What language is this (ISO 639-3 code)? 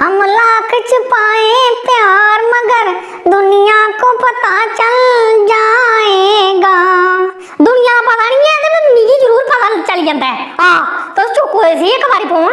doi